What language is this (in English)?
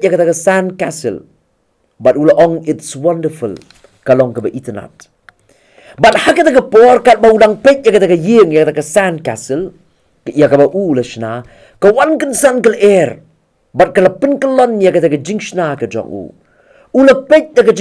Khasi